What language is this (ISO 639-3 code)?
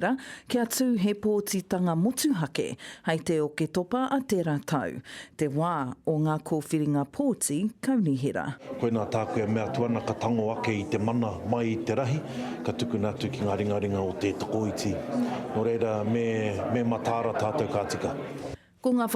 mri